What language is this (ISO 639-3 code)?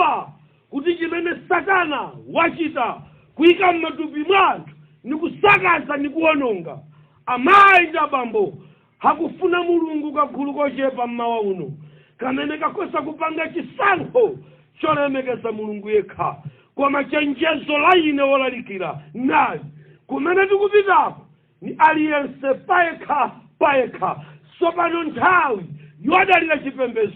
nya